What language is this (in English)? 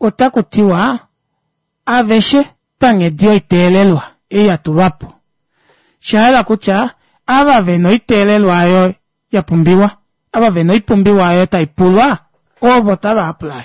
Kuanyama